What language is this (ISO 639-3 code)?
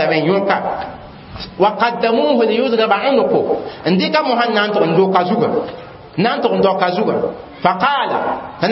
mos